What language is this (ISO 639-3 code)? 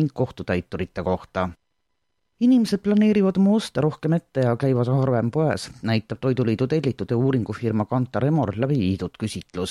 est